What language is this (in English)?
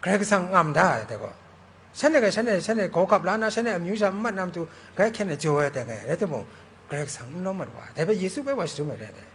Kachin